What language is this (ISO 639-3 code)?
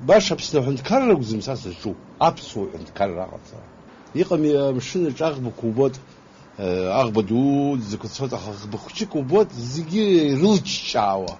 abk